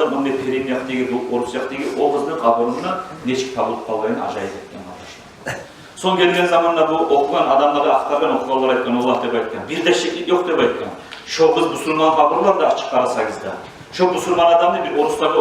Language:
Kumyk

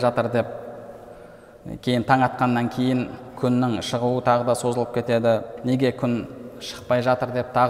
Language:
Kazakh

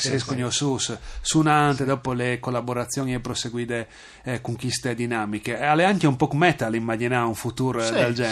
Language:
Friulian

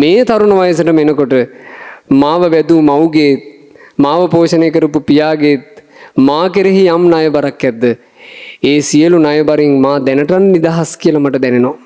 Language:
Sinhala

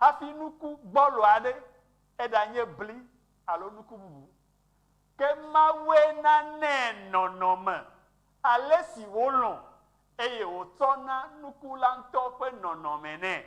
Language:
Ewe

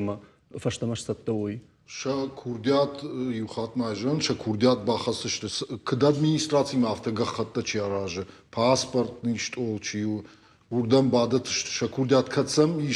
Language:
Ossetic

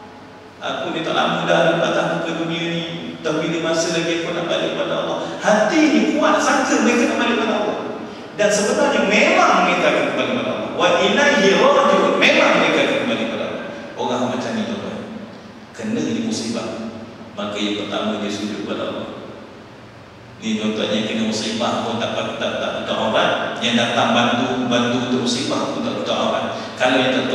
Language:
Malay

